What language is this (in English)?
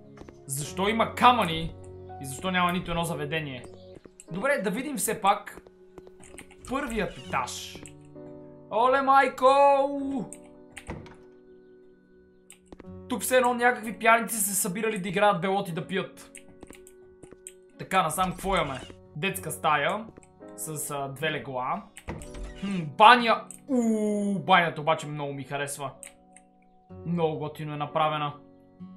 Bulgarian